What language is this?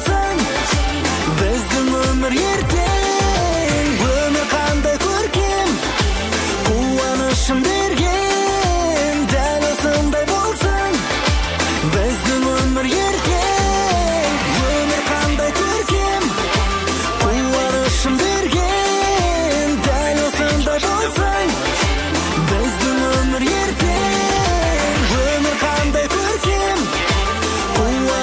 Kazakh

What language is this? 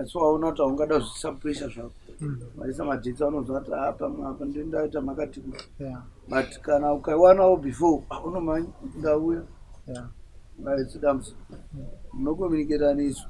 Shona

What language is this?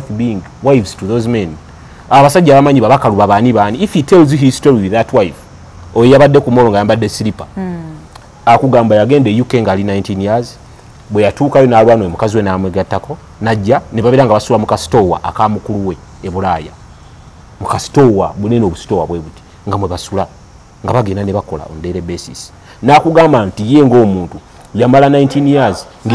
Ganda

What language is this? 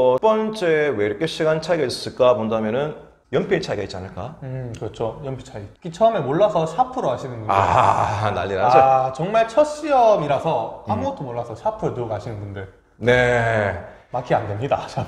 Korean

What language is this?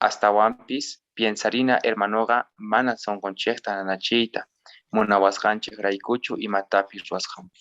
Quechua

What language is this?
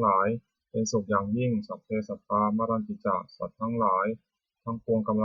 Pali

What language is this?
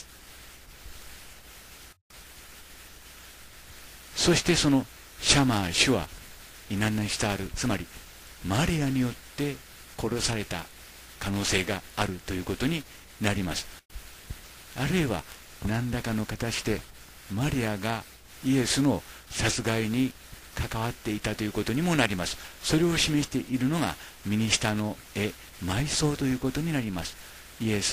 Japanese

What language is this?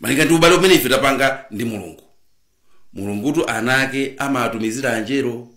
Nyanja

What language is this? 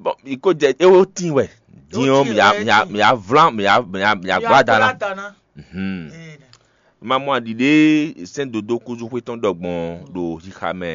Fon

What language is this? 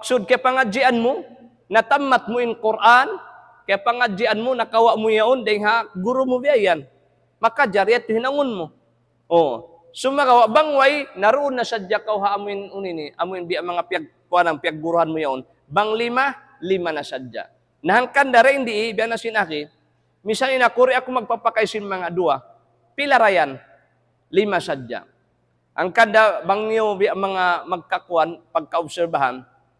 Tausug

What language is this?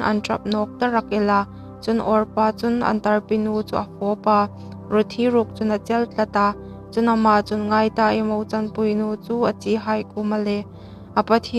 Hmar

